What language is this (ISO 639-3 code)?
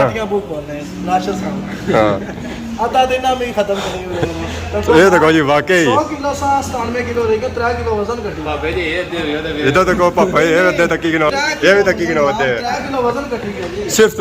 phr